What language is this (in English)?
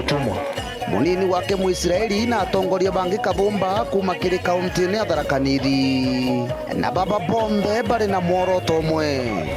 Meru